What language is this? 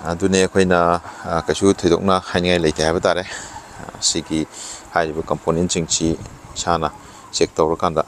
Manipuri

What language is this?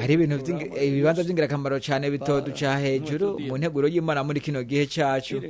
Rundi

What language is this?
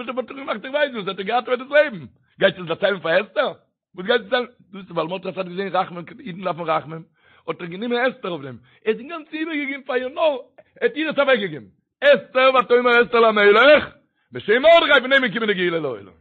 Yiddish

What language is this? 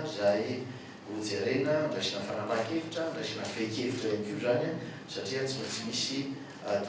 Malagasy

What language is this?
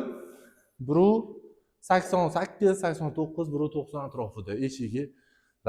Uzbek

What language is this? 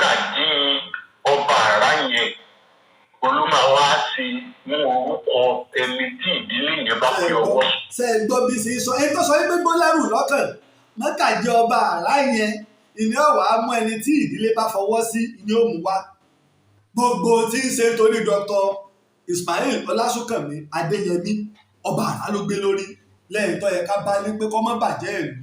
Yoruba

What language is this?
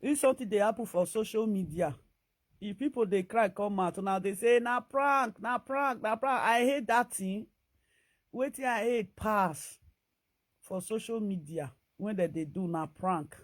Nigerian Pidgin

